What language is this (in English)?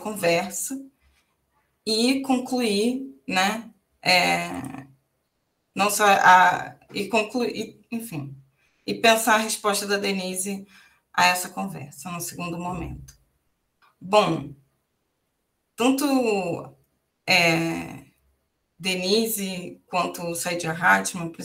Portuguese